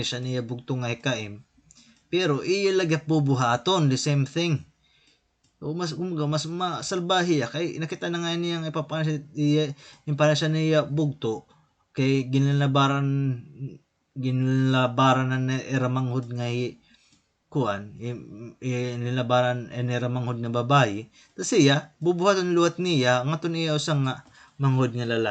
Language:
Waray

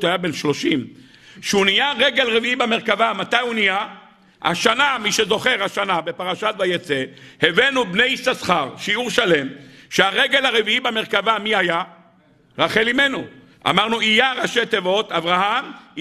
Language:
Hebrew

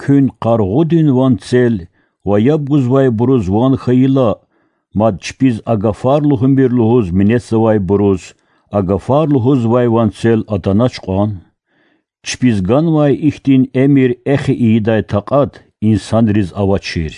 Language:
Lezghian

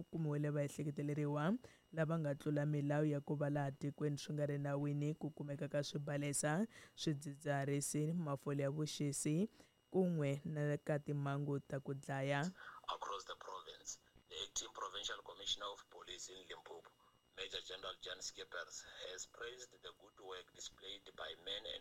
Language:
Tsonga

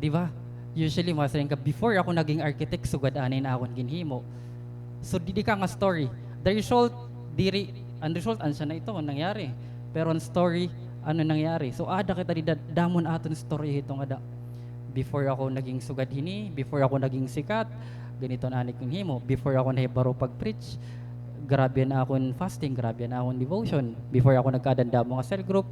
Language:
Waray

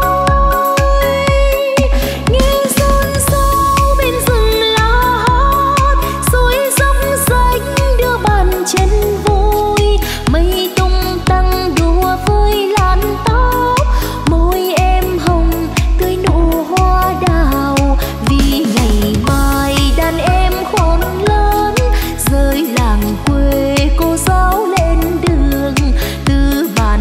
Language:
Vietnamese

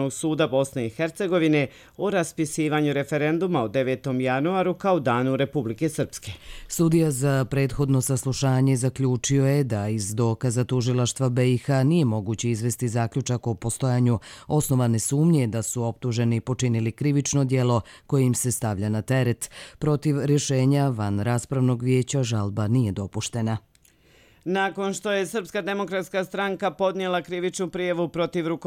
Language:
Serbian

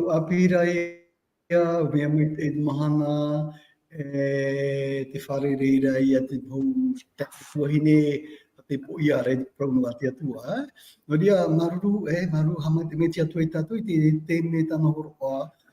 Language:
Tahitian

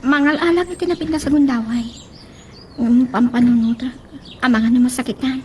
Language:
Iloko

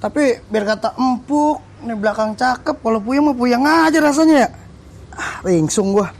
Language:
Betawi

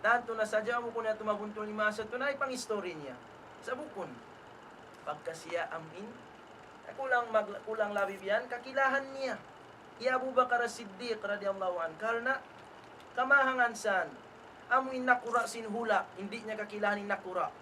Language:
Tausug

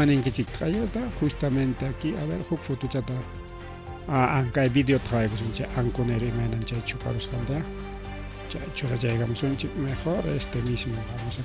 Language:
Ayacucho Quechua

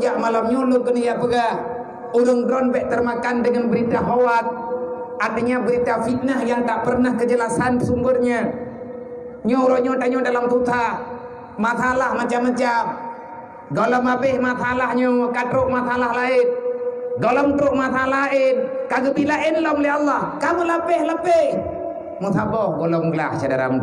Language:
Achinese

